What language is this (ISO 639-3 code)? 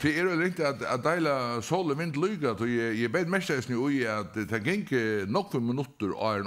fao